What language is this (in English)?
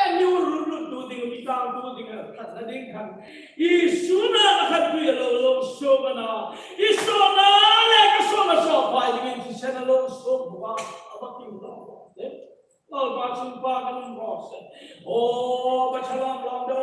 Hmar